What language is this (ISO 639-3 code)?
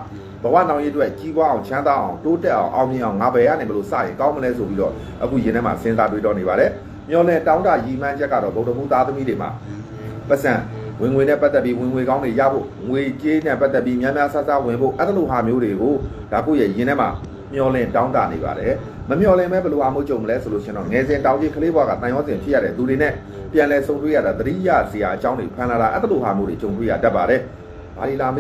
mya